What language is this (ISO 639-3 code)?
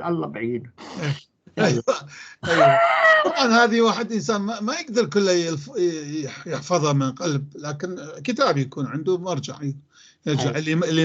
apc